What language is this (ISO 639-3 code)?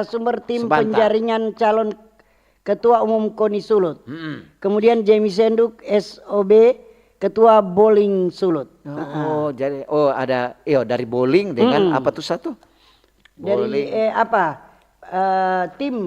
xmm